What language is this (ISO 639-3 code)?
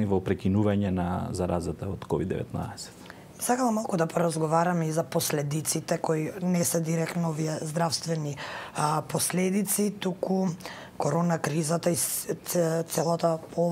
mkd